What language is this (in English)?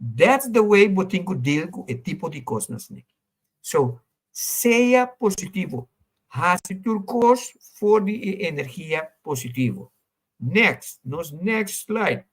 Papiamento